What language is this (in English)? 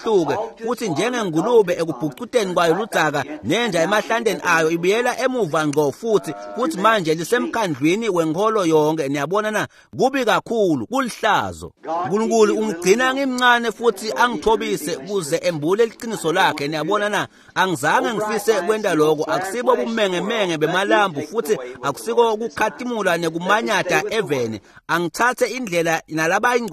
Swati